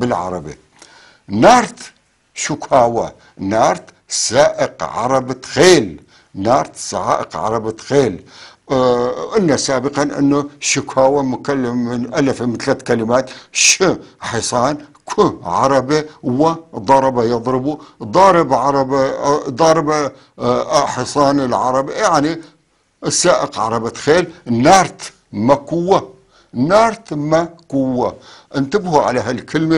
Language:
North Levantine Arabic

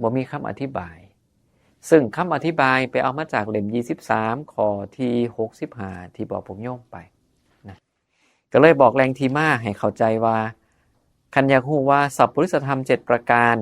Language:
Northeastern Thai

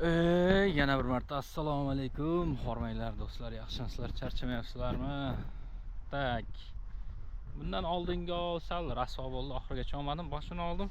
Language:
Uzbek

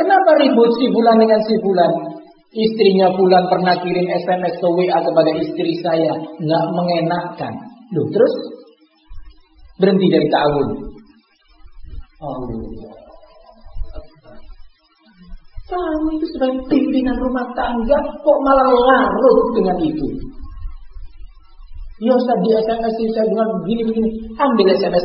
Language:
Indonesian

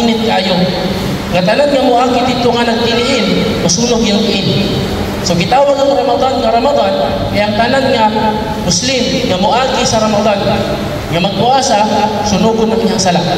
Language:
Cebuano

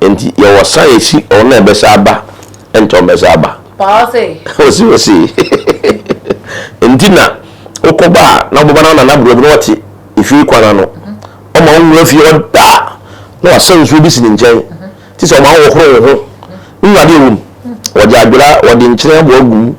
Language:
Akan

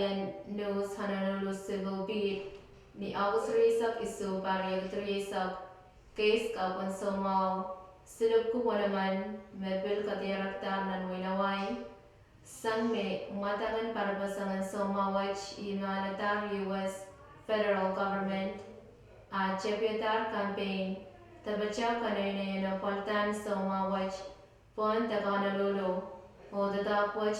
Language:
Pohnpeian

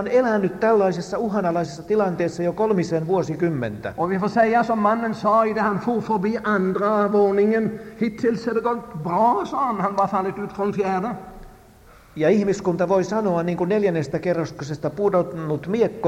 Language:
Finnish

